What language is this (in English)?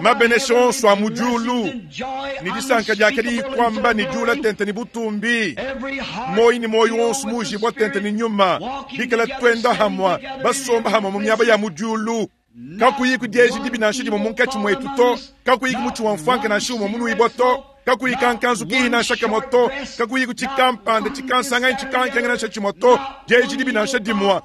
Luba-Lulua